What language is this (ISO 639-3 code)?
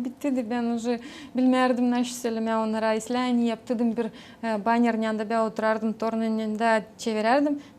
gag